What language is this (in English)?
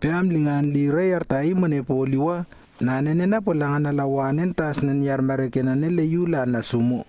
Lewo